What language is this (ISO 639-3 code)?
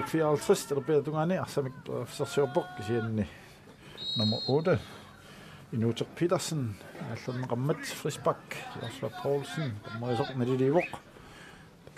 kal